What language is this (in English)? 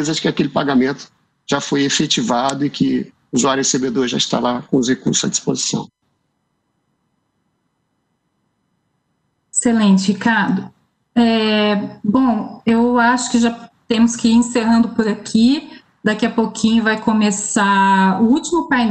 Portuguese